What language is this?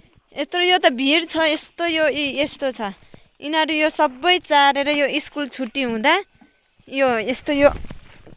Nepali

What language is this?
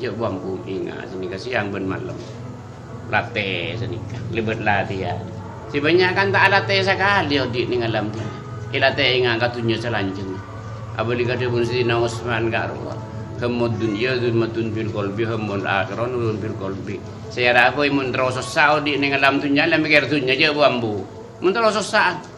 Madurese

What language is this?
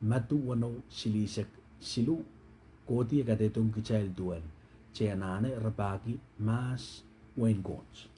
Pohnpeian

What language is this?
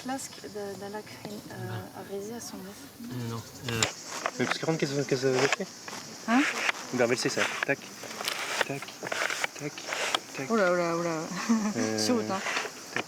Breton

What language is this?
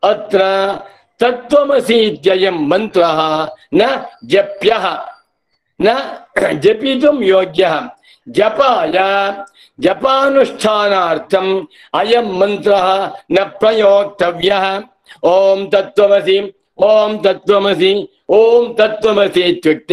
Sanskrit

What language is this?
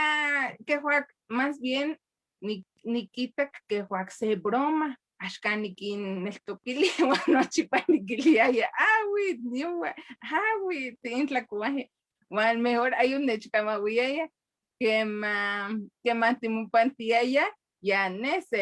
Eastern Huasteca Nahuatl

